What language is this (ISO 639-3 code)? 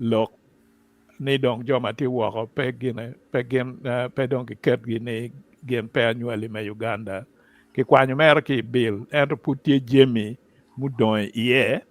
ach